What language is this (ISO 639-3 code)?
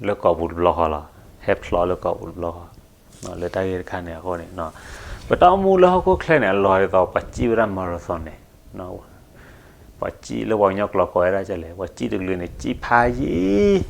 ksw